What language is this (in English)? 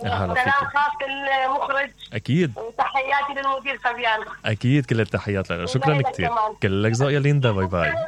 Mesopotamian Arabic